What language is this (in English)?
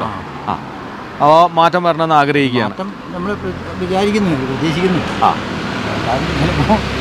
Malayalam